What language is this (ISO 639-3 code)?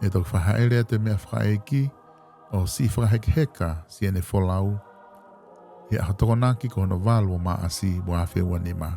ton